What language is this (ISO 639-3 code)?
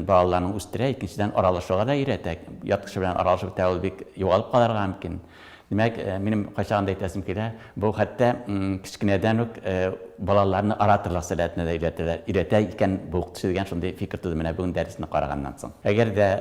tat